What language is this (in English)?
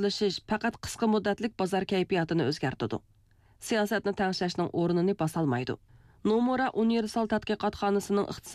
Uyghur